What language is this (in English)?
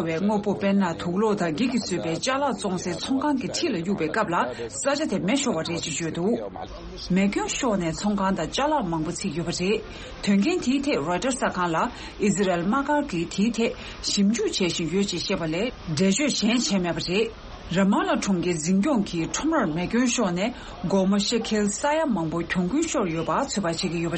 Tibetan